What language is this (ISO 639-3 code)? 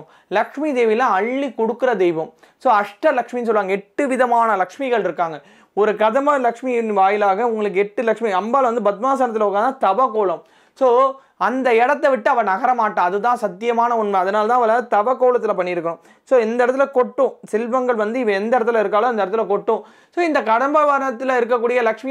tam